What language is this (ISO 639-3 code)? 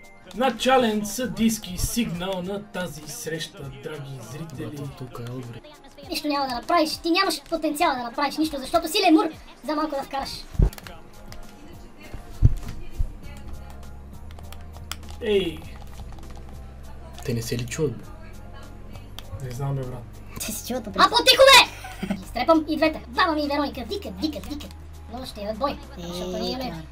bul